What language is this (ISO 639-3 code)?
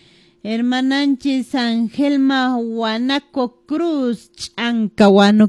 que